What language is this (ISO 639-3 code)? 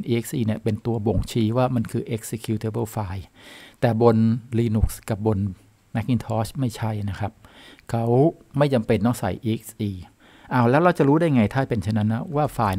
tha